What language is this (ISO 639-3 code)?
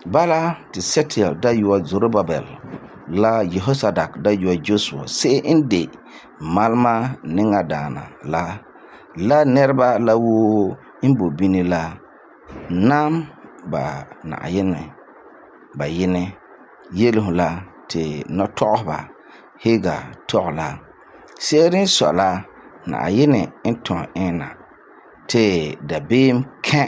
gur